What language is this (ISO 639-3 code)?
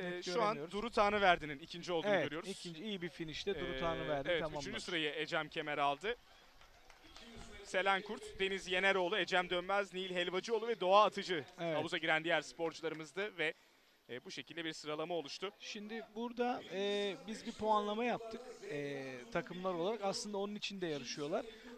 tur